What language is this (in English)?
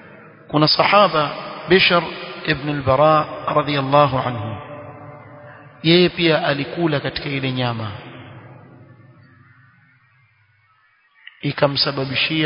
Swahili